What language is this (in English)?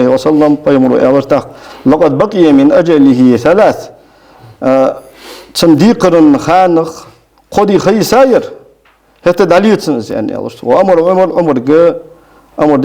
Ingush